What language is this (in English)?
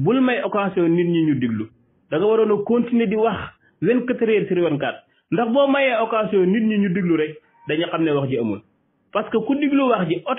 Wolof